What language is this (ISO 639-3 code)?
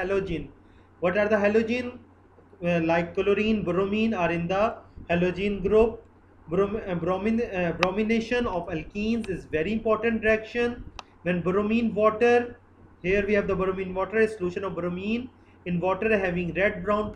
eng